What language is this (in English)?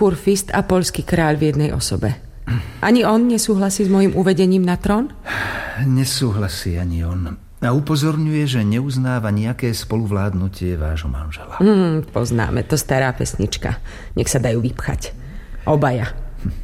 Slovak